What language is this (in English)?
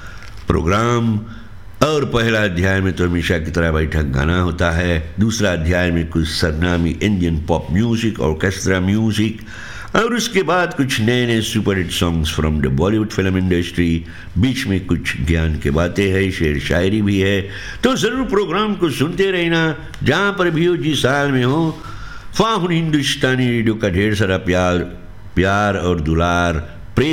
Dutch